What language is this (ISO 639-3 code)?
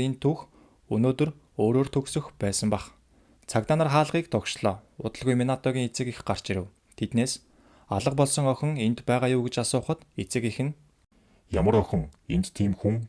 mon